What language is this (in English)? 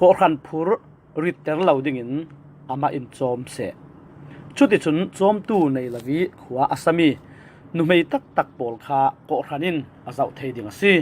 Falam Chin